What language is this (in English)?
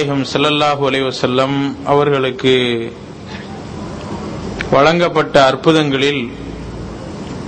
Tamil